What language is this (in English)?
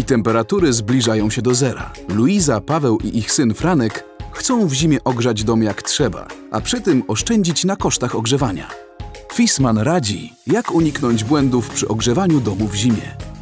Polish